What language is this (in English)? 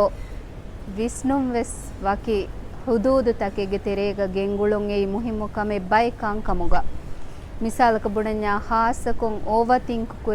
Divehi